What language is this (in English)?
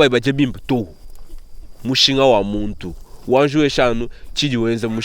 Luba-Lulua